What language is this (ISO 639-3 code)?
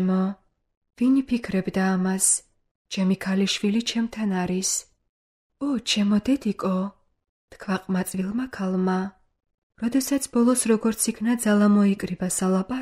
kat